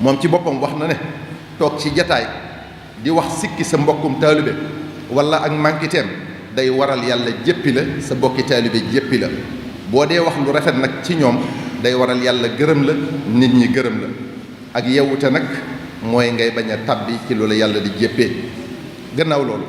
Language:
Wolof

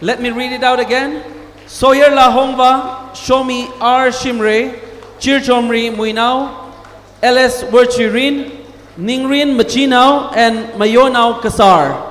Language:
Tangkhul Naga (India)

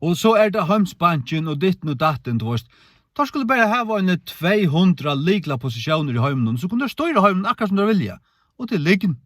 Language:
Faroese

